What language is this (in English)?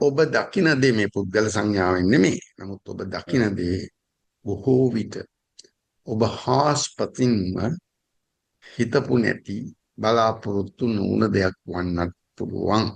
Sinhala